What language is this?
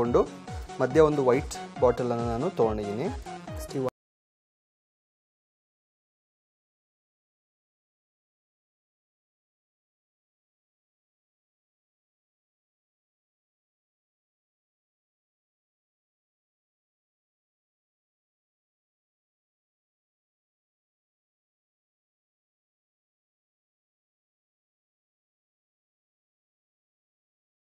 Kannada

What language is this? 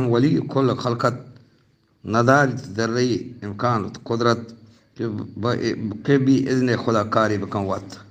Eastern Balochi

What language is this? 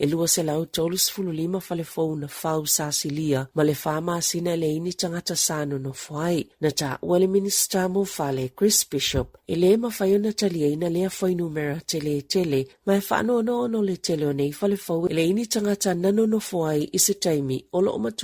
Samoan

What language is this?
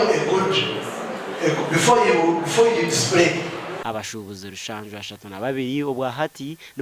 Nyankole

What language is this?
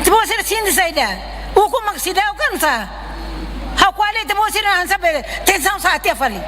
Tetum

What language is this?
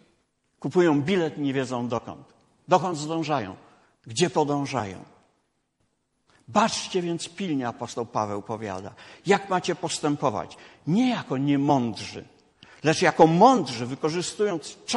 Polish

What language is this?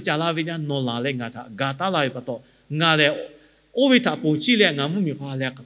Lahu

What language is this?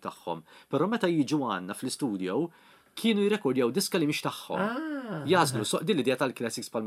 Maltese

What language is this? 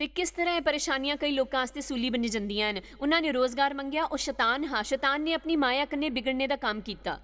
Dogri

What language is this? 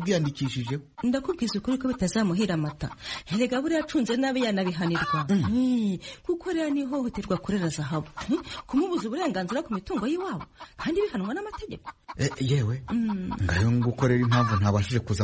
Kinyarwanda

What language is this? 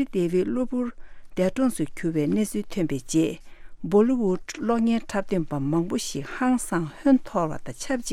Tibetan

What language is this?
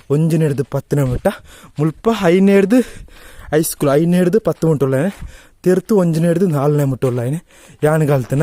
Tulu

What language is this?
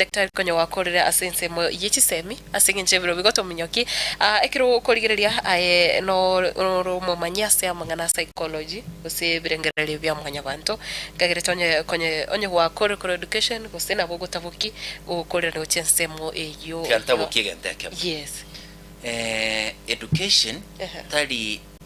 Gusii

